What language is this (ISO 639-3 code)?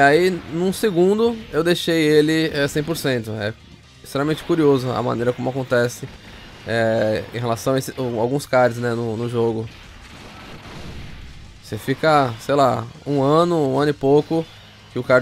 por